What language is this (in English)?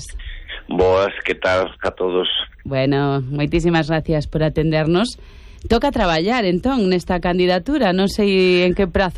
Galician